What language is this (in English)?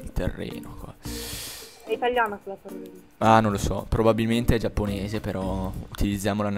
Italian